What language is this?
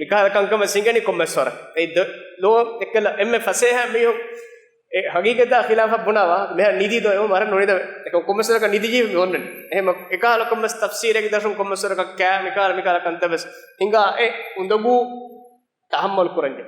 Divehi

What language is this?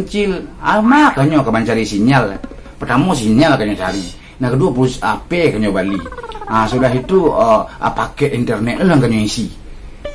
Minangkabau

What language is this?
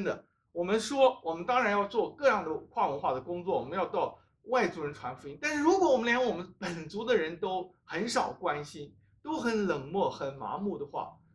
Chinese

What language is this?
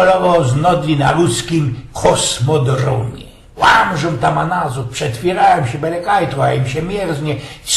Silesian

